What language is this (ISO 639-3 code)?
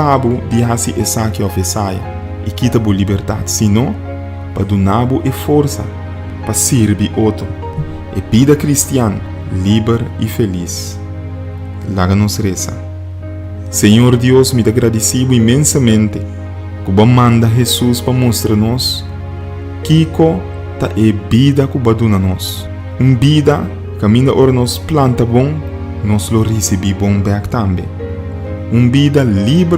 pap